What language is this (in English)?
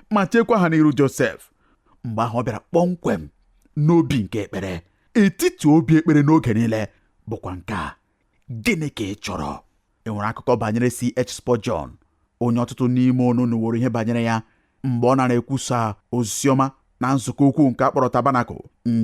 Igbo